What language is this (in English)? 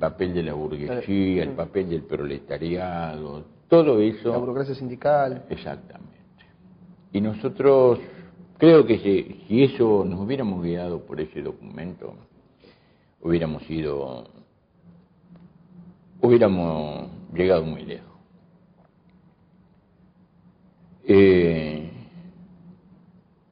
Spanish